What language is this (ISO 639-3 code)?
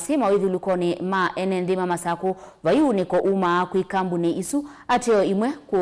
kam